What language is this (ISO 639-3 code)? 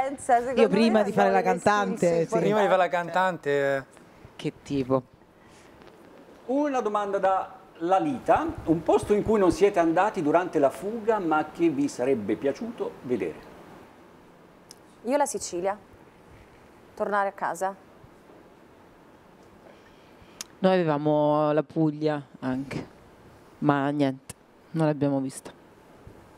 ita